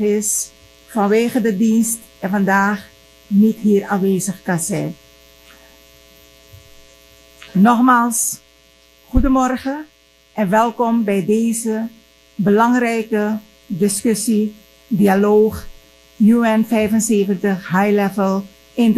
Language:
Dutch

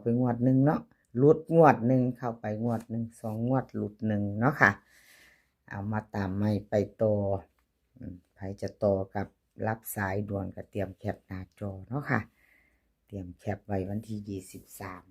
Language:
Northeastern Thai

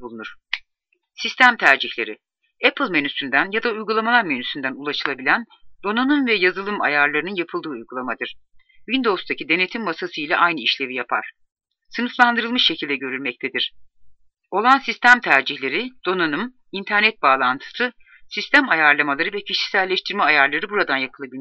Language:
Turkish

